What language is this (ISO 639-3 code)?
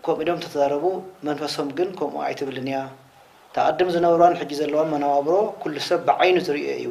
tir